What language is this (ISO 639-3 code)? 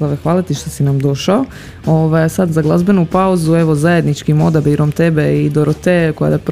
hrv